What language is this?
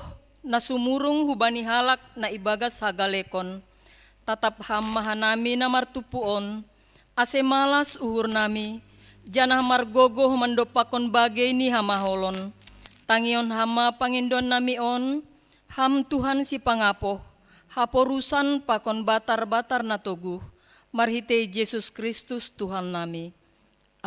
Batak Simalungun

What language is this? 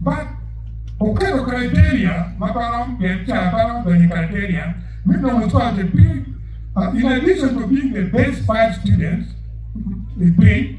Acoli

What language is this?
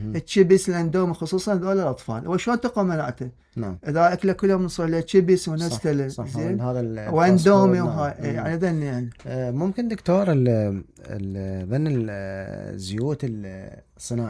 Mesopotamian Arabic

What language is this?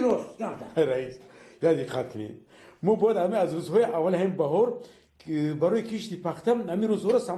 Tajik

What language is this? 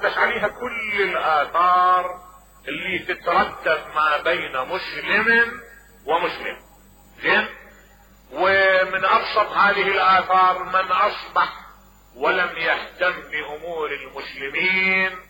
Mesopotamian Arabic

